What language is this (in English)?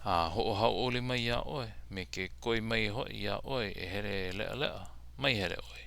Hawaiian